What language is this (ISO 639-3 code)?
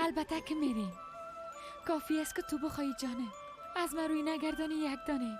fas